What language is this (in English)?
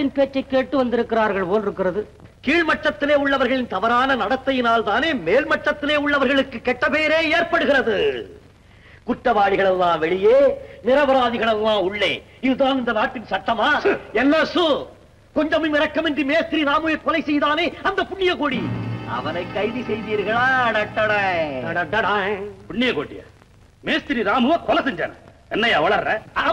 Tamil